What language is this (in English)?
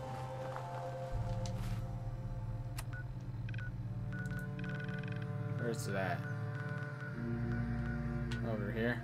English